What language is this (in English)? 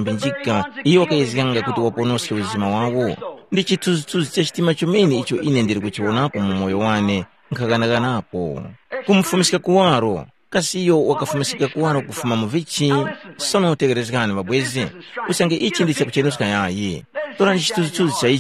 Tumbuka